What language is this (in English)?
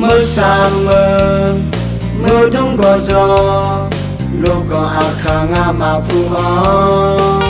Akha